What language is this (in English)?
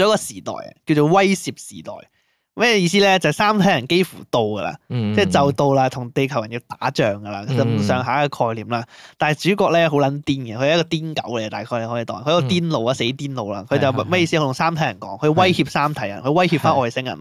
Cantonese